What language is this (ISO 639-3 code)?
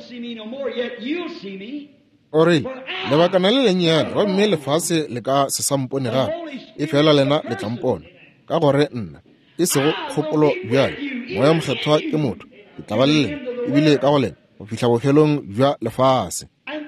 nso